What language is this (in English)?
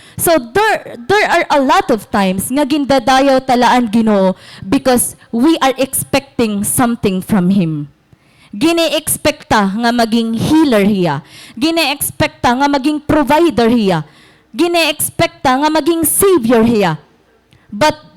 Waray